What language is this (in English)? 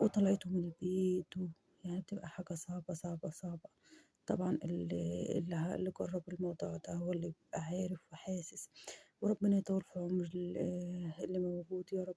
Egyptian Arabic